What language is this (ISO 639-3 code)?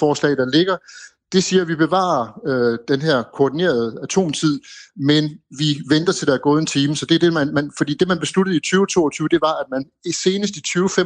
dan